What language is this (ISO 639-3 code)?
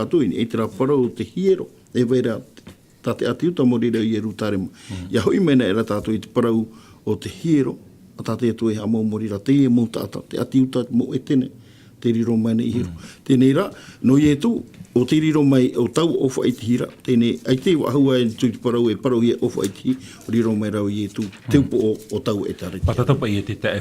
tah